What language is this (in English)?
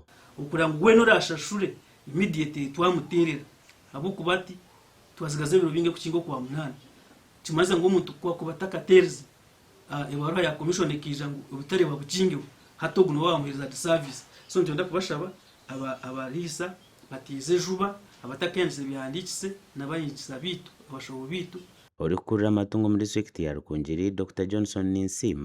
Nyankole